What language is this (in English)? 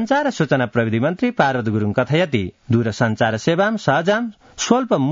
Sanskrit